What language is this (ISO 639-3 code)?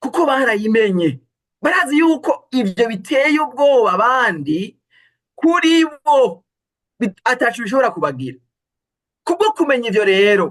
run